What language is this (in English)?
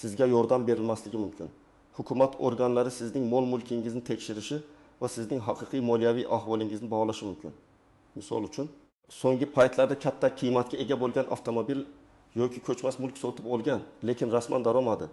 Uzbek